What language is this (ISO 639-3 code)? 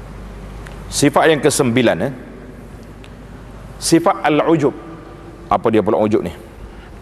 msa